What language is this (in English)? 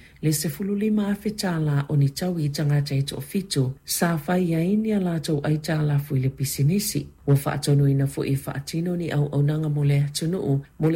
Samoan